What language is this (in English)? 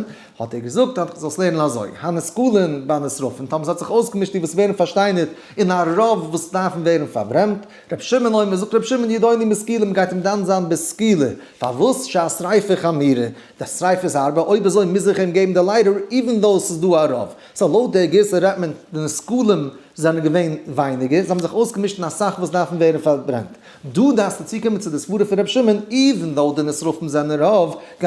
Yiddish